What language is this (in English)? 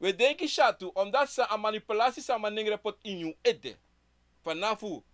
Sranan Tongo